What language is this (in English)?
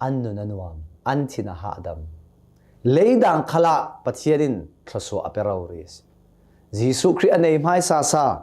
Hakha Chin